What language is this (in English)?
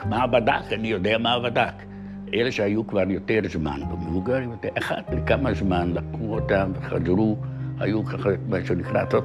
Hebrew